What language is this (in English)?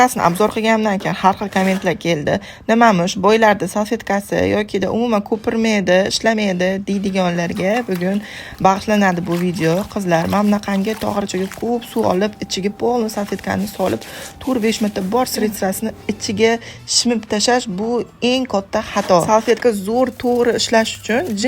Uzbek